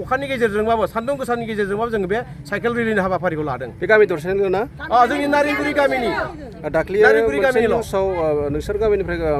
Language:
Bodo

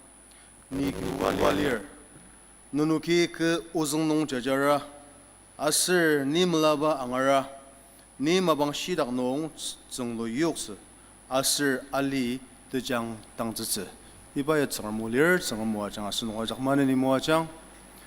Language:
Ao Naga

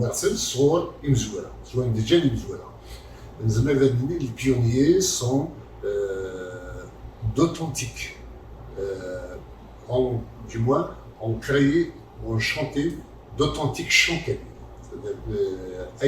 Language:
Kabyle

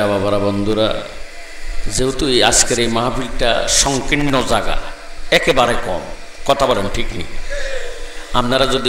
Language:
Bangla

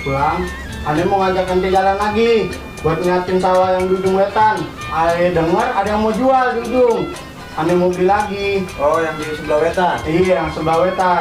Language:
Betawi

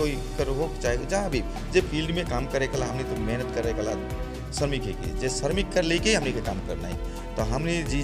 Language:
Sadri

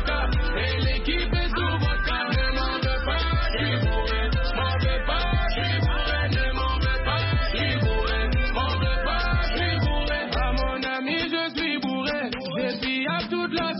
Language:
French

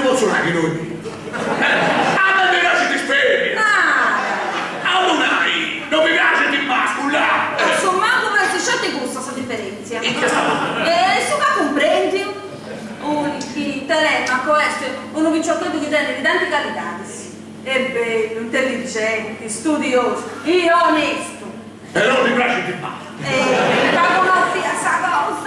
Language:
Sardinian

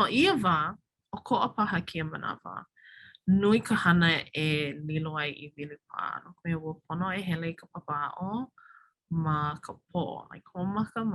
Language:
Hawaiian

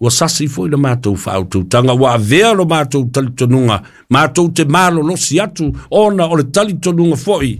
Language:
Samoan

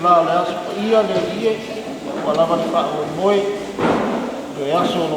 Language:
Samoan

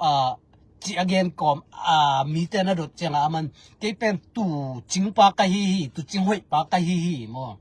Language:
Tedim Chin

